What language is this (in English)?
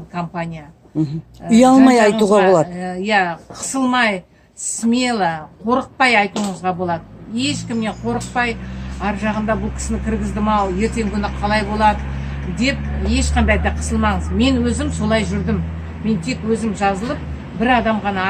Kazakh